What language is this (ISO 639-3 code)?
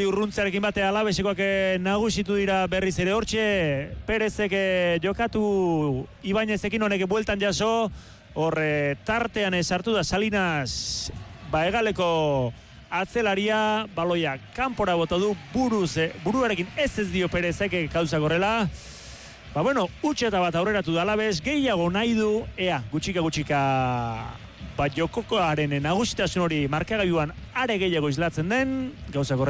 eus